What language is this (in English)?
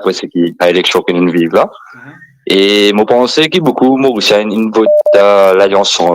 Morisyen